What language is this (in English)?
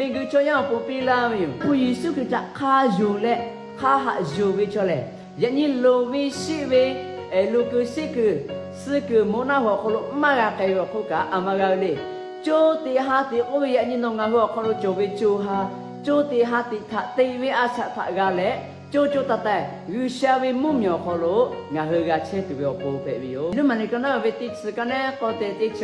Lahu